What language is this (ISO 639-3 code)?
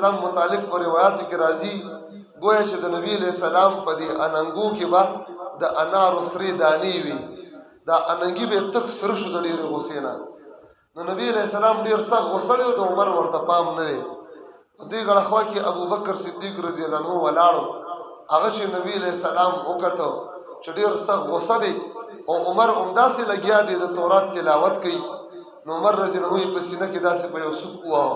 pus